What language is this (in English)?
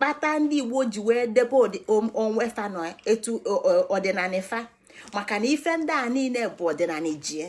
Igbo